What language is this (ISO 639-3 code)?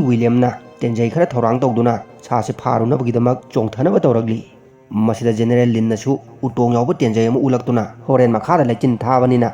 mni